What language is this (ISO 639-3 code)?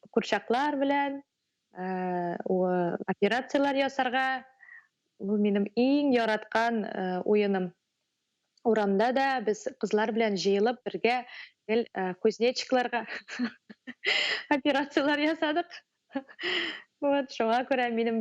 tat